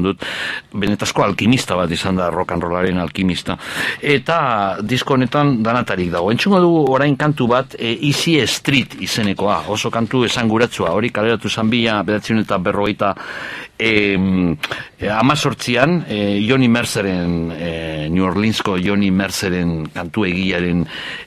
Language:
Basque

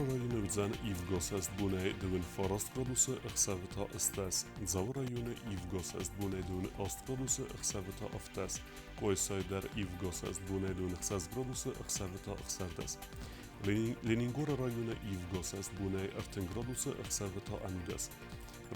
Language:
Ossetic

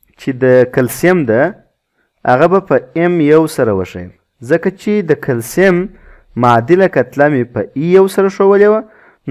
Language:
Pashto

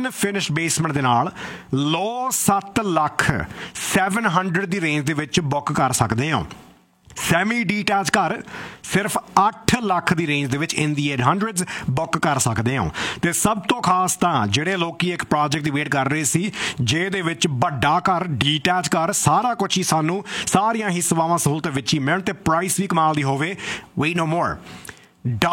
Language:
Punjabi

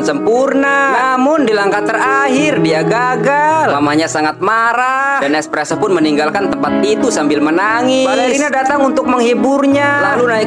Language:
Indonesian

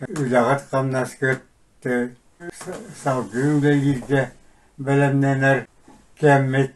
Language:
Yakut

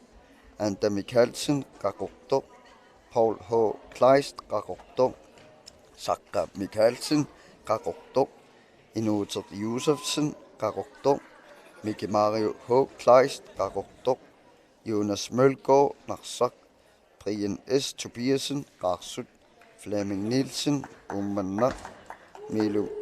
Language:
Kalaallisut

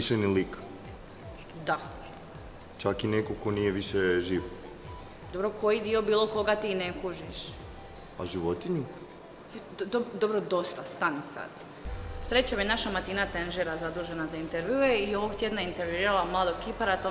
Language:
Croatian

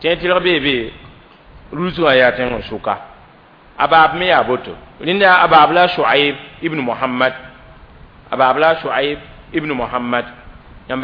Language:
Mossi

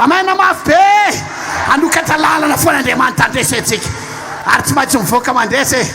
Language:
Malagasy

